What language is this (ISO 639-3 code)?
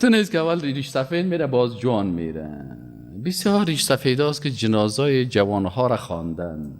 fas